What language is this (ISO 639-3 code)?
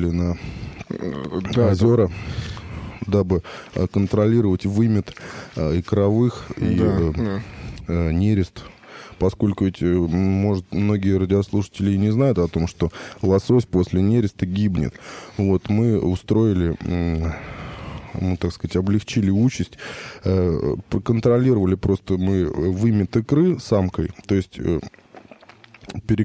rus